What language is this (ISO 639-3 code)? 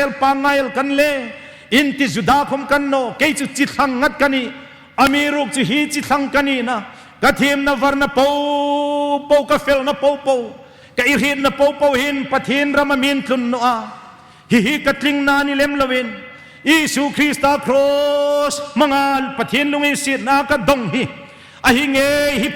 hmr